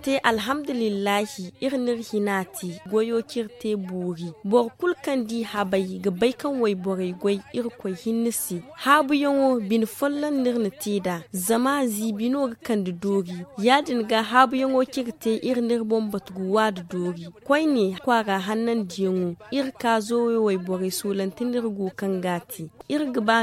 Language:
Zarma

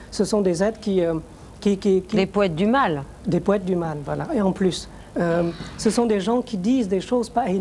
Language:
French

